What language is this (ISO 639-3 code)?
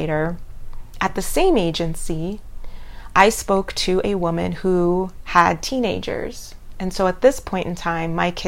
eng